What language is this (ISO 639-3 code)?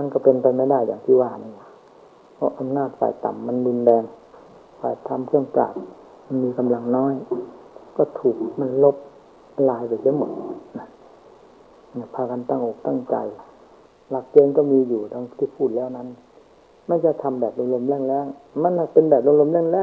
tha